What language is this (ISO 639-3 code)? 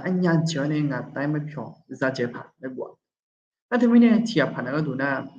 ahk